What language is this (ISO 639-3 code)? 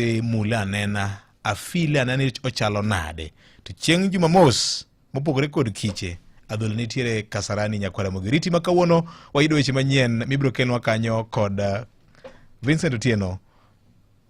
luo